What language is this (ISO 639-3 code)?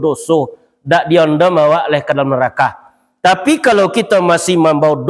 min